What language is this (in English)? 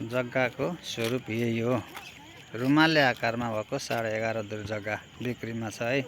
Nepali